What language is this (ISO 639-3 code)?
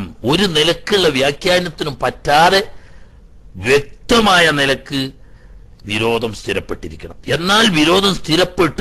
mal